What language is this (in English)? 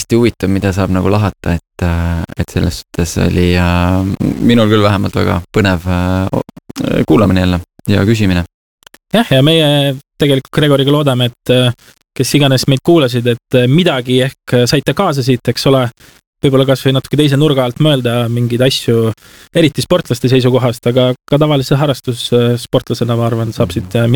Estonian